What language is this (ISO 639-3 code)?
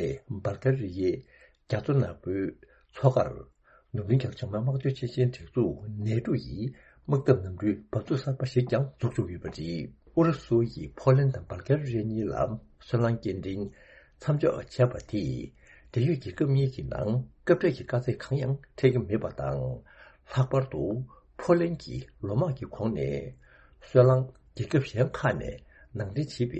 bod